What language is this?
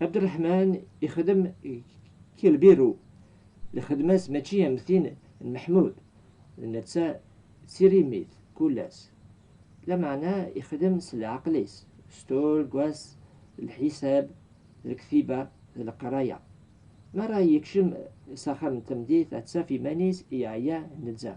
Kabyle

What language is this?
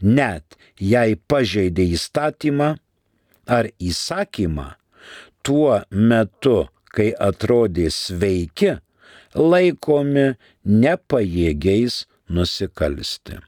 Lithuanian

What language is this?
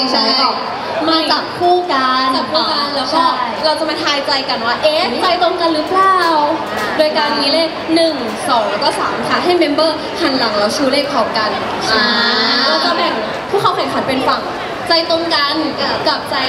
Thai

